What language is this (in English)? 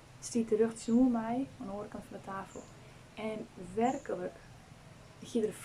Western Frisian